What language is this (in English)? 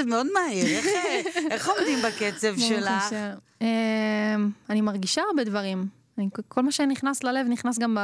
Hebrew